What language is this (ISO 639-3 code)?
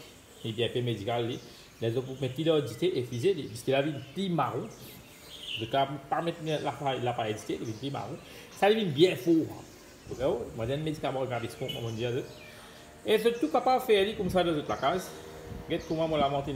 mfe